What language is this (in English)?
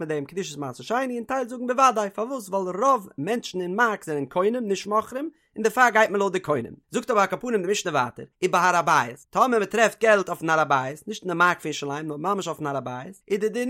Yiddish